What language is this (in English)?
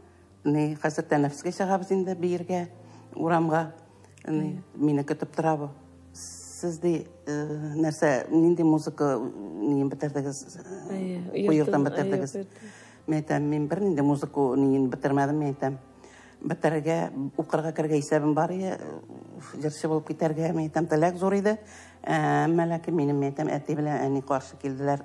Tatar